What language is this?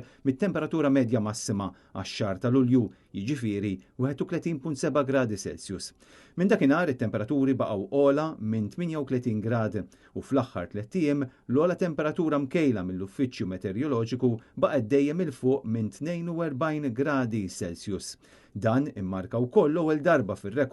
Maltese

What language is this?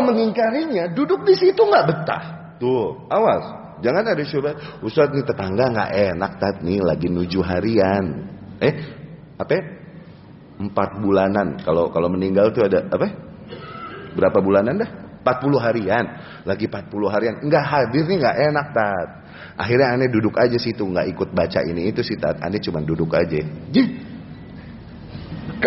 Indonesian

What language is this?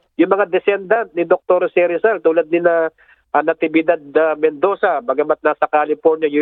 Filipino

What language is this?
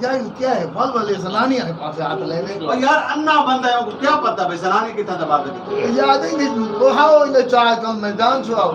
Saraiki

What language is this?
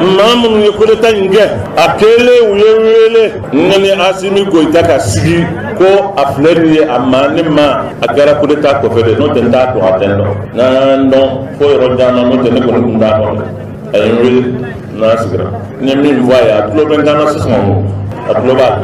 Bambara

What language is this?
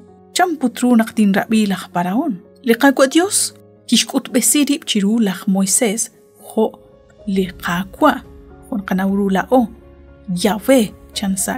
Kekchí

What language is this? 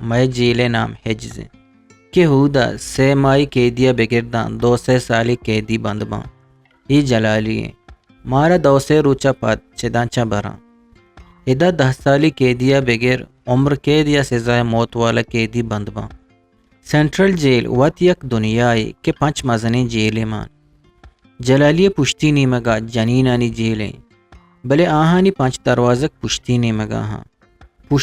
Eastern Balochi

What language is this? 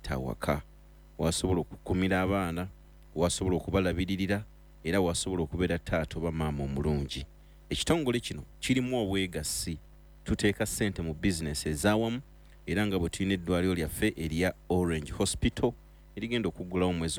Ganda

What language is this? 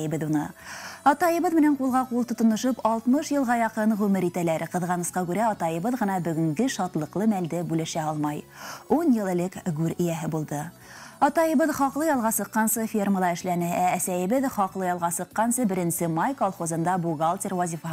Bashkir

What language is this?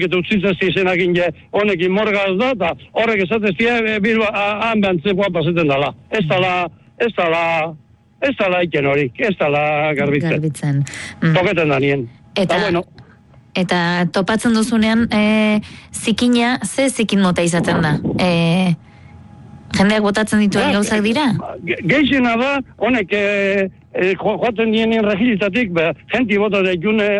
Basque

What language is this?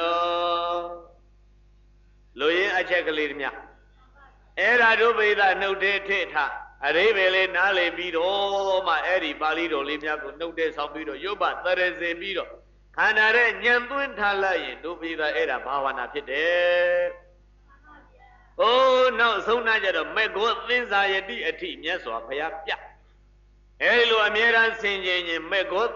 Burmese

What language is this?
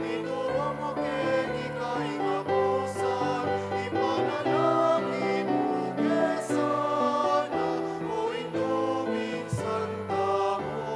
Pampanga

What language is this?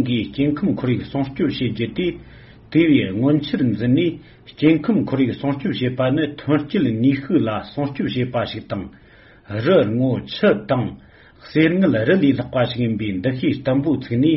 Tibetan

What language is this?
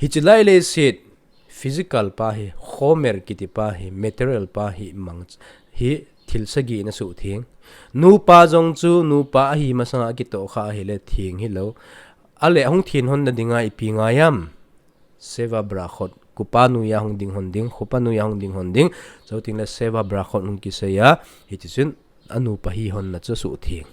Thado Chin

